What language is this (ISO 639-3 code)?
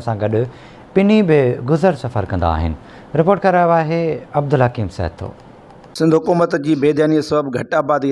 snd